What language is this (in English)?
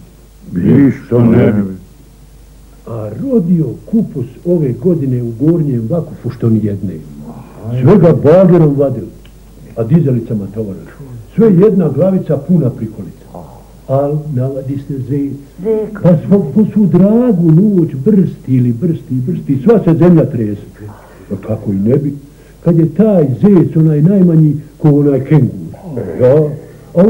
Bosnian